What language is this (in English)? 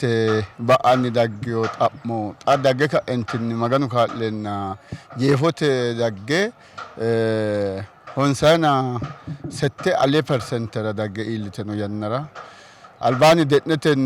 Sidamo